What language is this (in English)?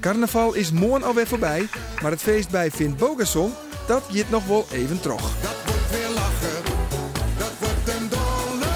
Western Frisian